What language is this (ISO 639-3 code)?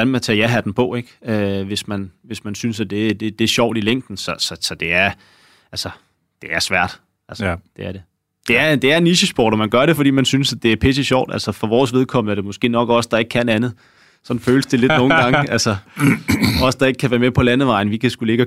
dan